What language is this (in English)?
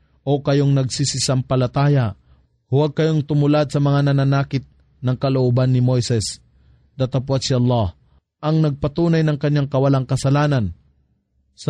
Filipino